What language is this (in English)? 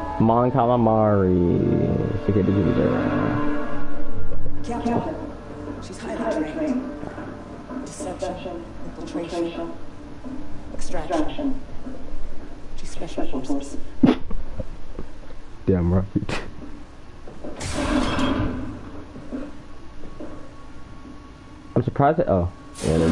English